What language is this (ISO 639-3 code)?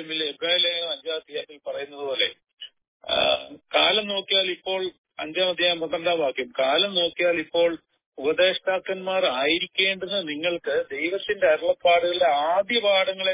mal